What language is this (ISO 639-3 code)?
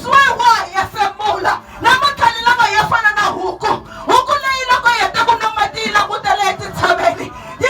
tso